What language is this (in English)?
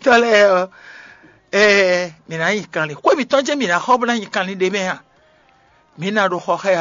Fon